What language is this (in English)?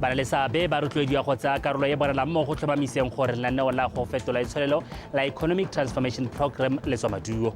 Tswana